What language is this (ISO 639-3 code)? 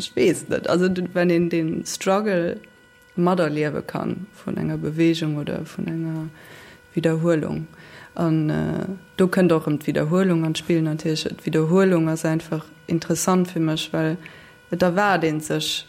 ltz